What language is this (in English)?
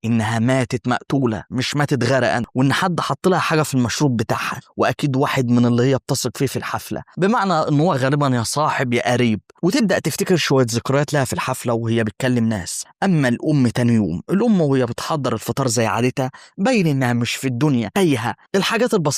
Egyptian Arabic